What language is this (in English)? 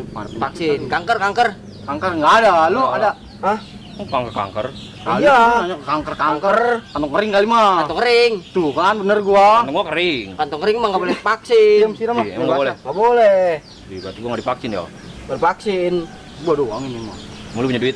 Betawi